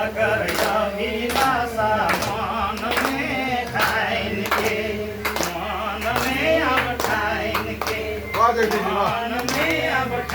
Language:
Sadri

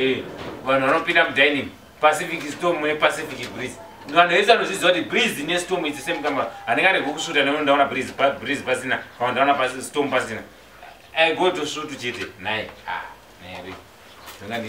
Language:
Shona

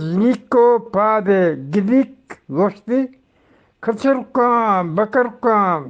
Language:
Eastern Balochi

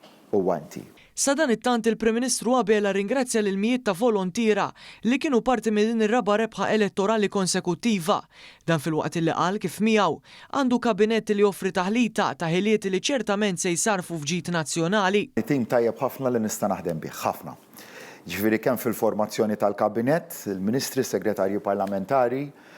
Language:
Maltese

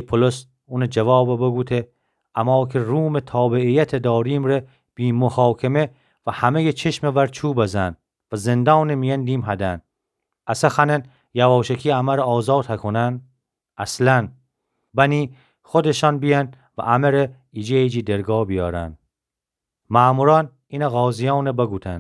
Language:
Gilaki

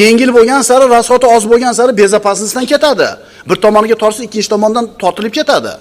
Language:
Uzbek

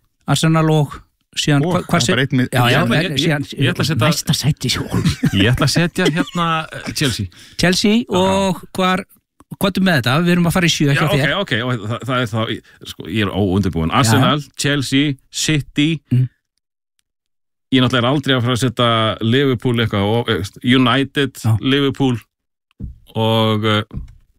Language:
Icelandic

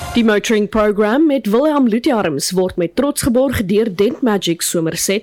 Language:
Afrikaans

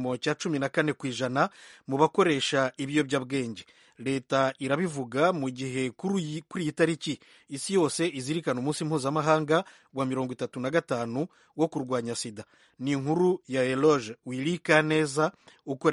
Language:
Kinyarwanda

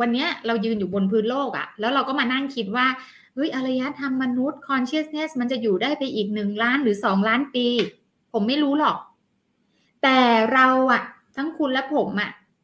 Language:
Thai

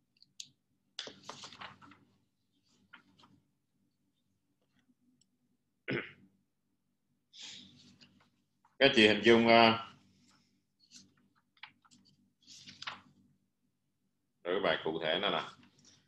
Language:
Vietnamese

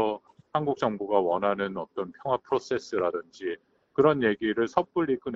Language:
Korean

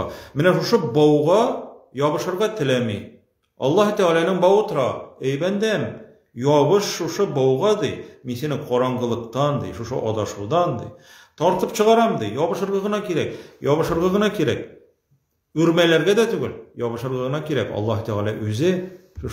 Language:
Tatar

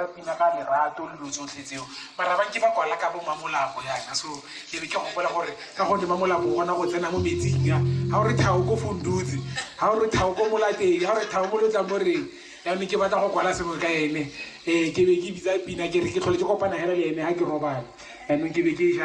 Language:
Tswana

